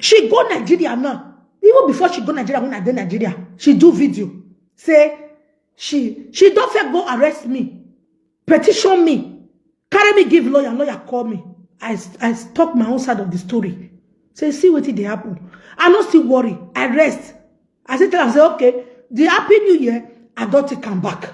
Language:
Nigerian Pidgin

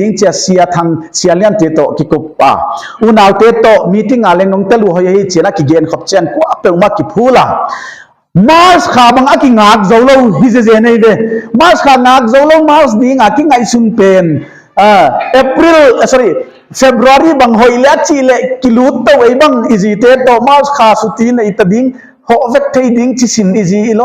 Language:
Paite Chin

